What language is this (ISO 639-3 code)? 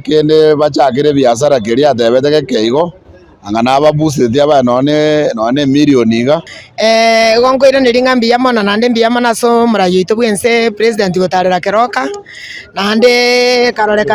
guz